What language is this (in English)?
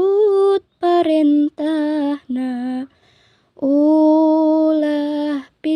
Sundanese